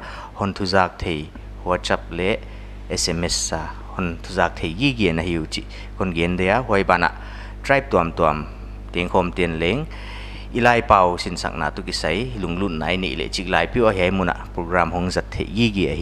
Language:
Paite Chin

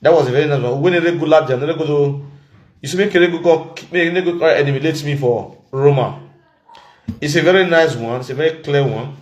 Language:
Nigerian Pidgin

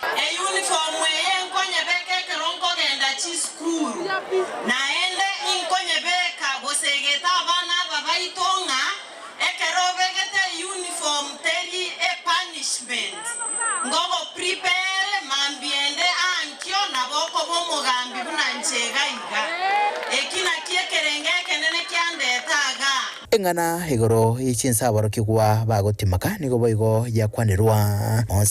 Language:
Gusii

